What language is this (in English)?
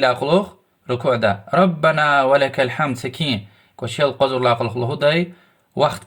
Lezghian